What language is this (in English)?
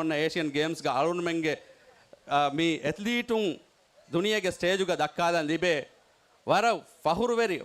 Divehi